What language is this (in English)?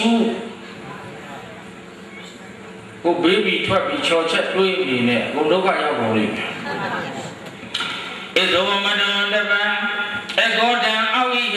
Burmese